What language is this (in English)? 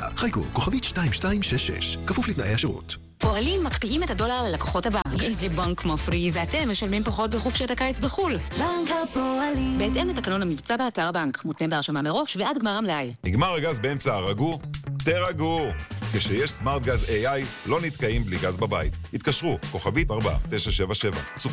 Hebrew